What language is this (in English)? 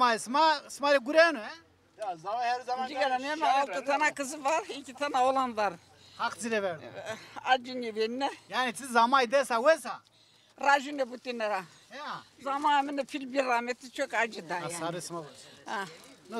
Zaza